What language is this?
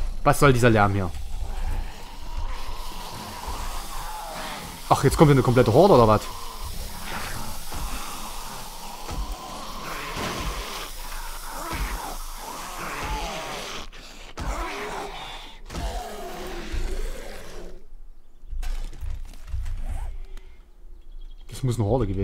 German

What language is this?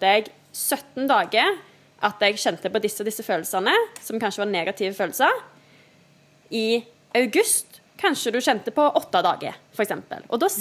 Norwegian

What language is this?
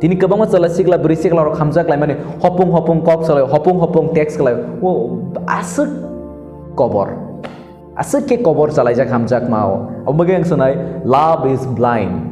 Kok Borok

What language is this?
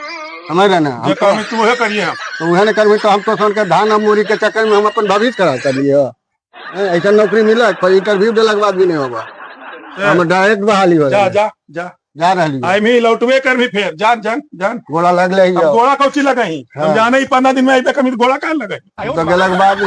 Magahi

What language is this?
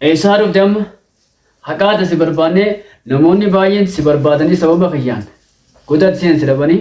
Oromo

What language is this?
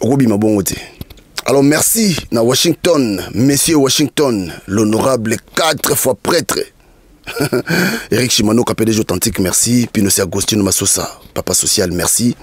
Lingala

